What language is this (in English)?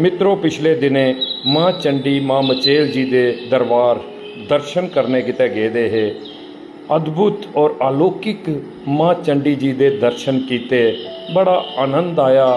Dogri